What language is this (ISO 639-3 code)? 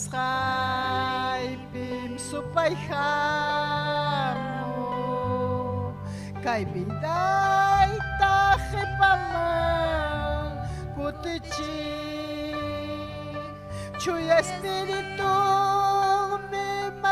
quy